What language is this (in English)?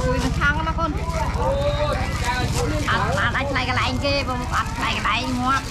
Khmer